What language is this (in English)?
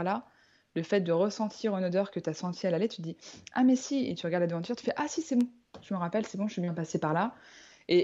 French